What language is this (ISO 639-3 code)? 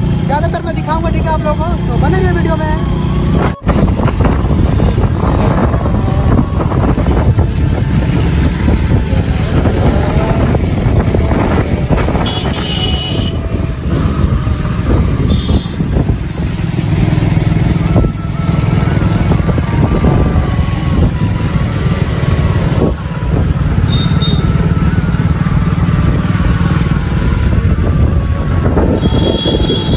hin